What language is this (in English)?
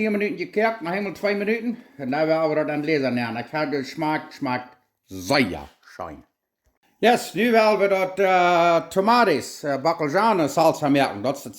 Plautdietsch